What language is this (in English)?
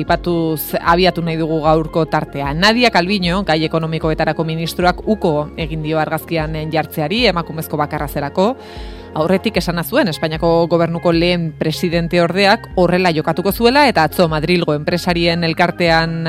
Basque